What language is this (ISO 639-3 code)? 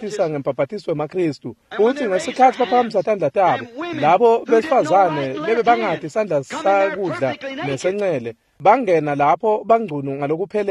ssw